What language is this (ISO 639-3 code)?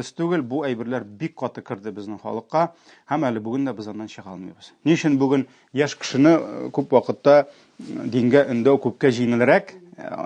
tat